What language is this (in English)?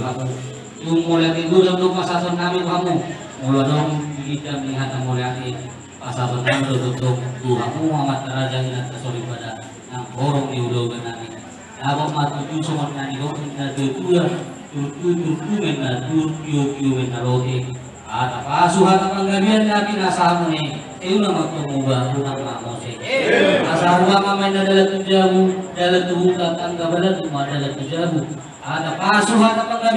Batak Toba